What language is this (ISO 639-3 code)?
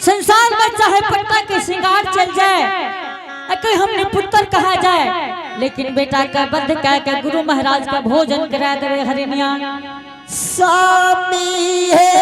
anp